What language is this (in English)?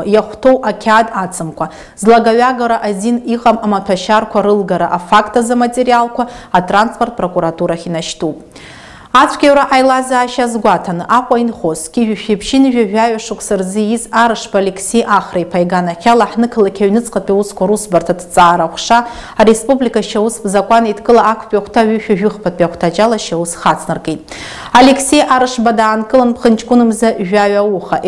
Abkhazian